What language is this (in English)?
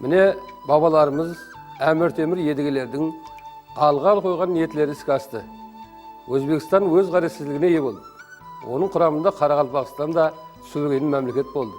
Kara-Kalpak